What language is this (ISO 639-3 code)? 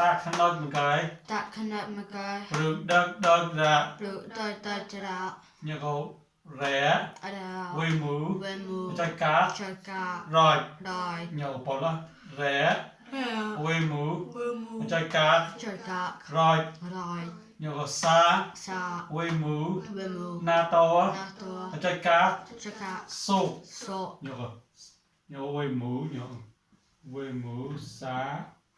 mnw